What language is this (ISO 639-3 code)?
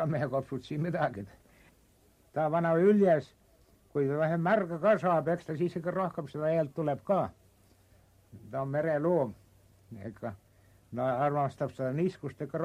est